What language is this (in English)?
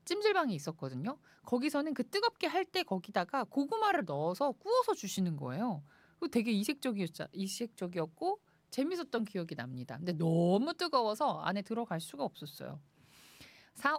Korean